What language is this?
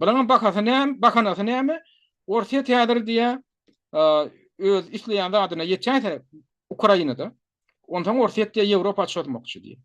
Turkmen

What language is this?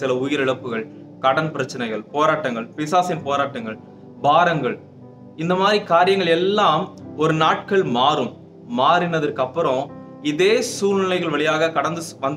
Tamil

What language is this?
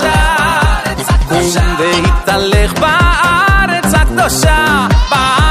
Hebrew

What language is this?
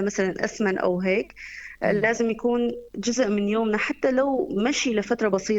North Levantine Arabic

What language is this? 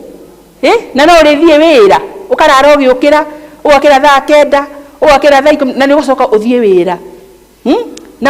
Kikuyu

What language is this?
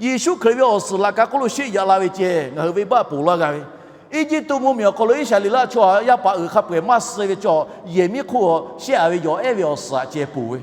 Lahu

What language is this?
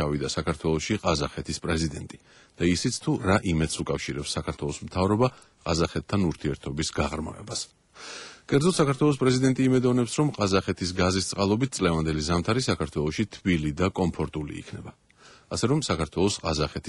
Georgian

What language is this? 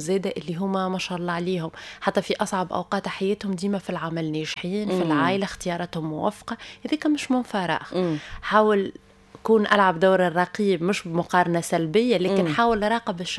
Tunisian Arabic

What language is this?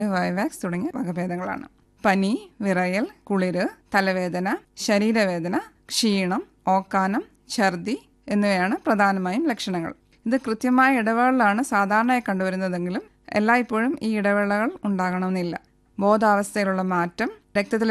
Malayalam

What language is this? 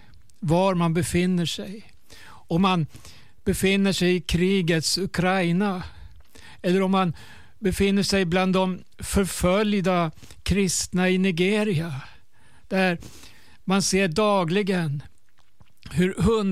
Swedish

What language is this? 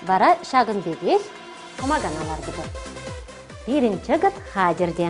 Chuvash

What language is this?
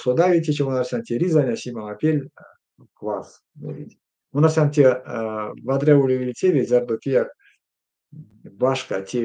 Erzya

